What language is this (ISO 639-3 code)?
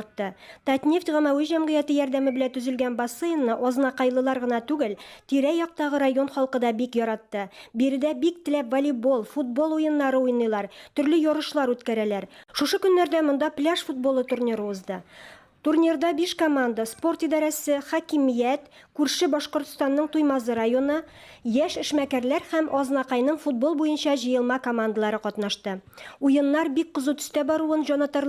tat